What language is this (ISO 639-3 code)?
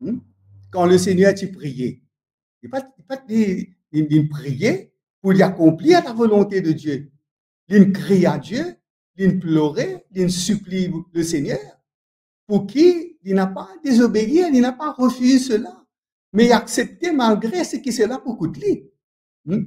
mfe